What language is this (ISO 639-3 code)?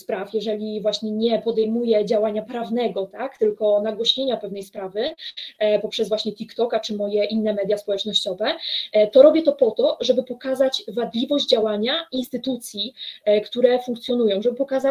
pol